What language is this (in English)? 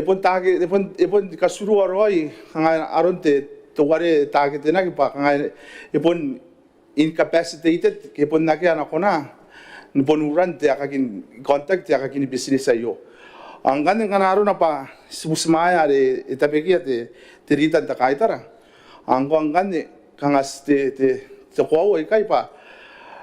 Gilbertese